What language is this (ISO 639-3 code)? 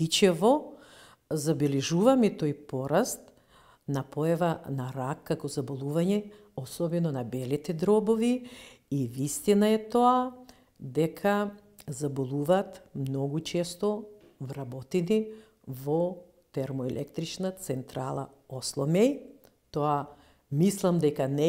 mkd